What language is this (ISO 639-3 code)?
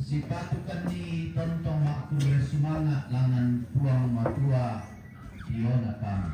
sda